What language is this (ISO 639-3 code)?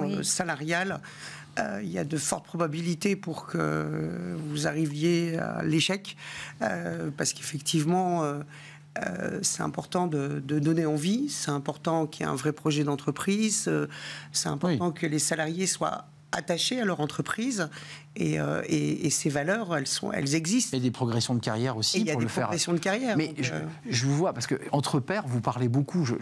fra